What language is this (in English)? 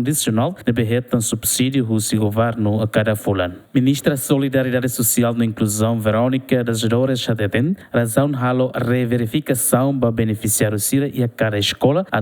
Tetum